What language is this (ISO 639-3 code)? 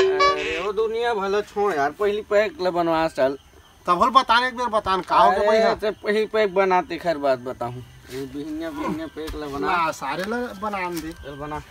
hne